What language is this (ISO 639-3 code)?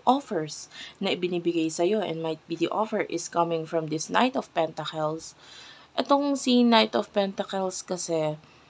fil